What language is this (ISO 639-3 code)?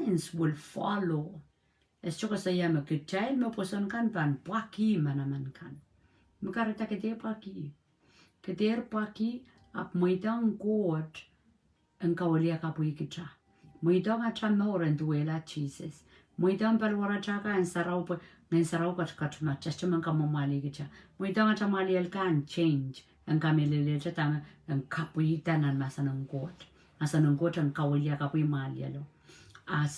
pon